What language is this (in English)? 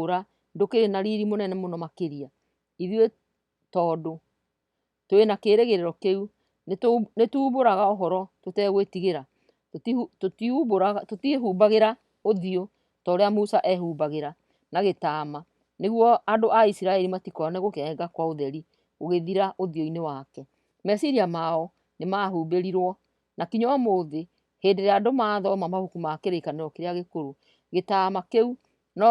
Kikuyu